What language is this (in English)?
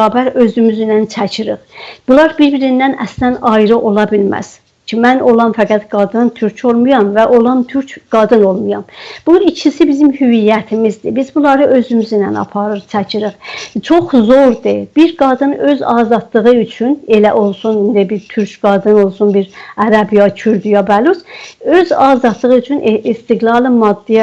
South Azerbaijani